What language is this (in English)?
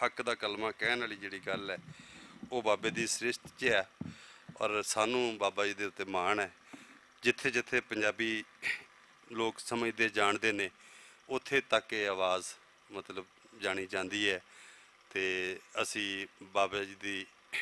Western Panjabi